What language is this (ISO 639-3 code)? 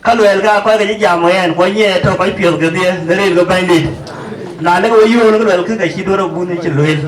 din